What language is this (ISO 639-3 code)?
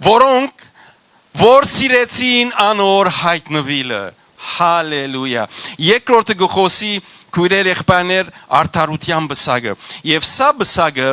hyw